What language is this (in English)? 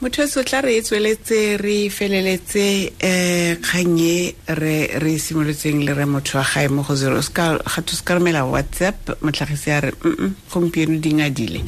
Tswana